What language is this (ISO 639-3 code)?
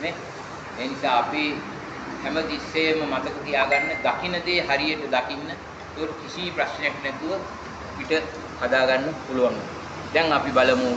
sin